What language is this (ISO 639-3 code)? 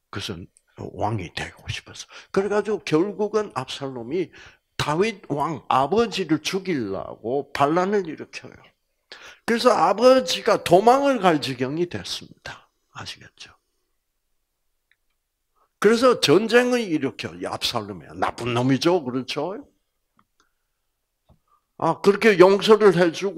kor